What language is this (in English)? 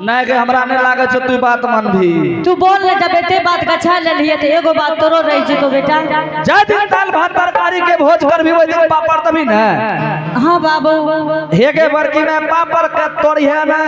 Angika